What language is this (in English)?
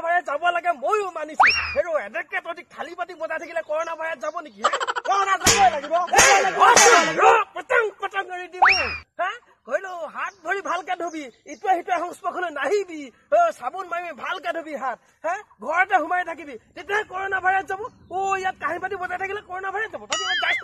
Assamese